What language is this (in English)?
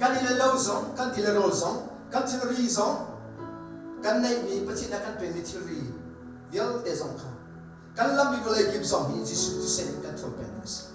Hakha Chin